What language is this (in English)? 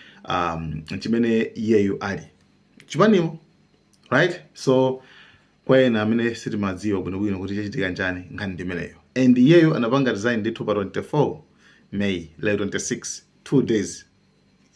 Nyanja